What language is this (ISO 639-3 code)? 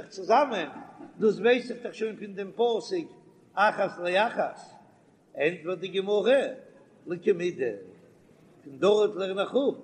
yid